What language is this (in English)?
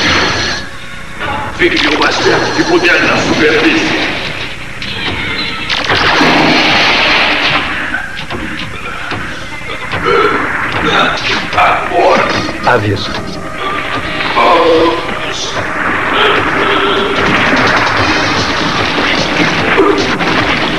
Portuguese